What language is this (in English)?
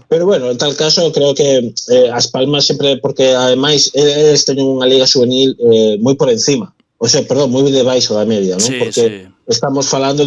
Galician